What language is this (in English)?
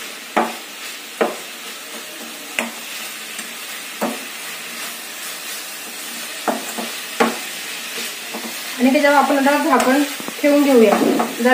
Marathi